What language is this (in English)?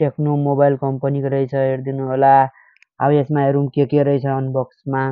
Nepali